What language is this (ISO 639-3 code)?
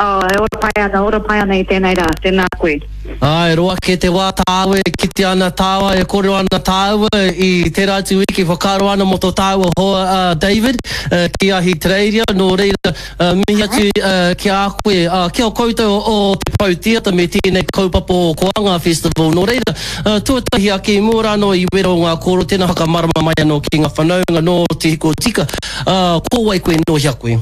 mri